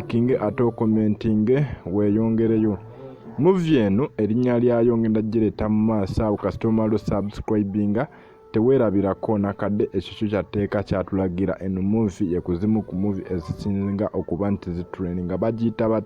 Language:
Ganda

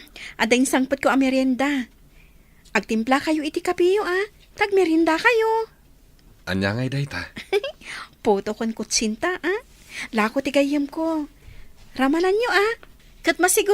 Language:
Iloko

